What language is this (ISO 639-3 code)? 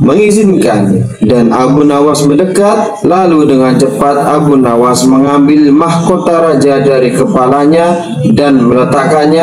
ind